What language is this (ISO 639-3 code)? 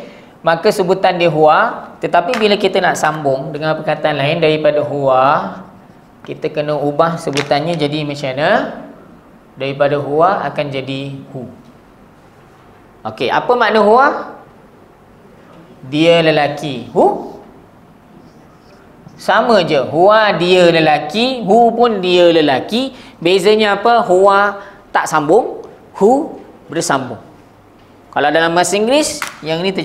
msa